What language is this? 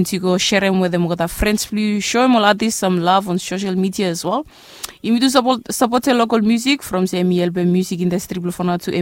Bislama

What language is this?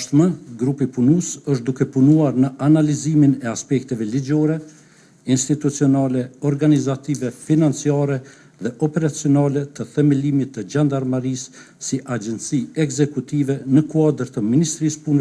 Albanian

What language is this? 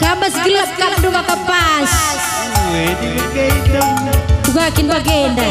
Batak Karo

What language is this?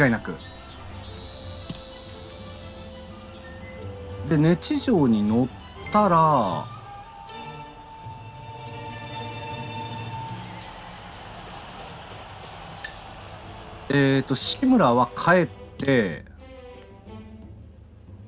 Japanese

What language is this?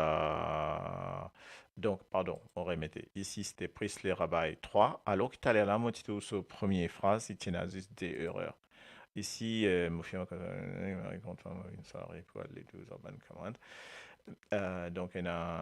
Morisyen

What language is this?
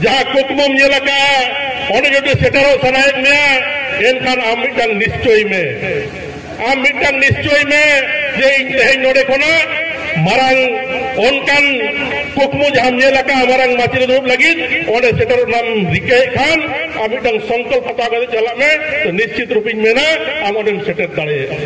Santali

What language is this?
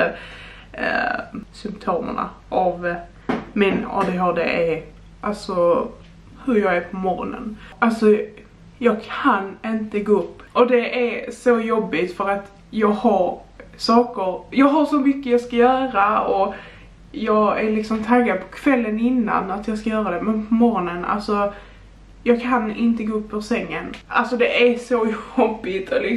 Swedish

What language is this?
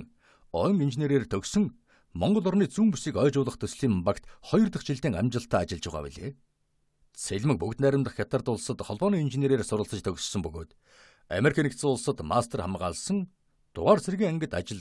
Mongolian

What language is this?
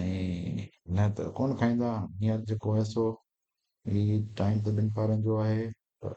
Sindhi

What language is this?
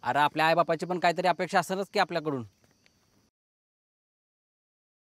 Marathi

